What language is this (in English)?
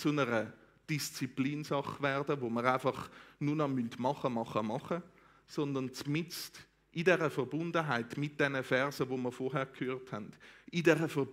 Swiss German